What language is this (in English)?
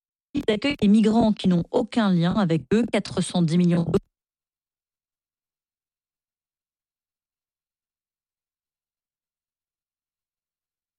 French